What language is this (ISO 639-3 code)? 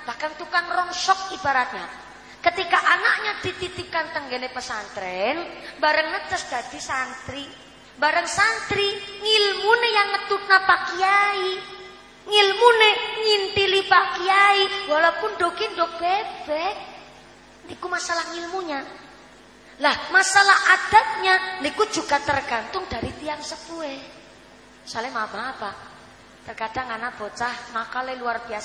jav